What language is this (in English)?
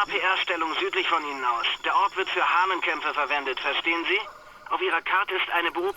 Bavarian